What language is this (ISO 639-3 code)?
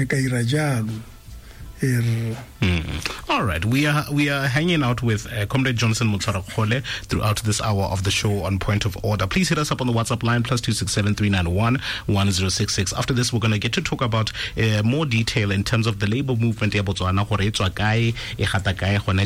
tsn